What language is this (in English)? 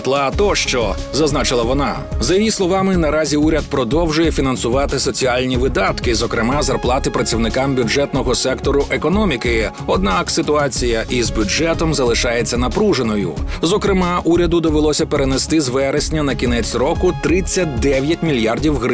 Ukrainian